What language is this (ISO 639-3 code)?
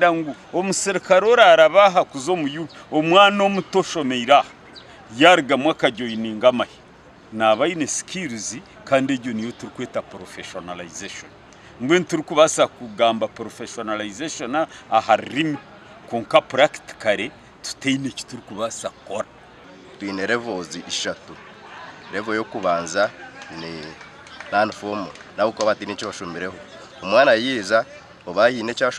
nyn